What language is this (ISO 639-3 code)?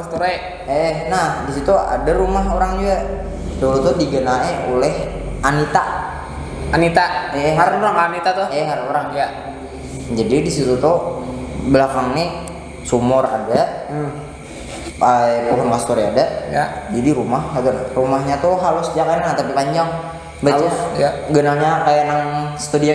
bjn